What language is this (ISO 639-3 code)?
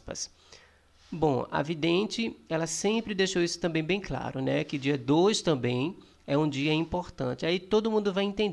por